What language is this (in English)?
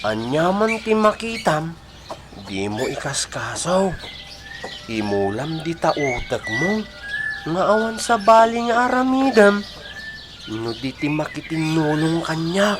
Iloko